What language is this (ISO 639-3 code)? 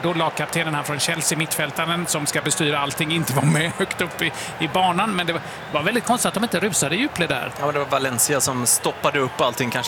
swe